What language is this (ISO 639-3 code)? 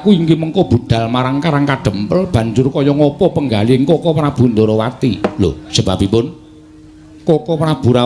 jav